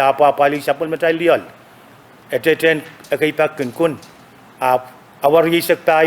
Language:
Pohnpeian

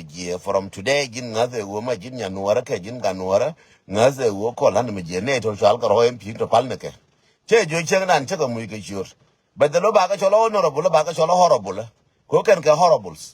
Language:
Nuer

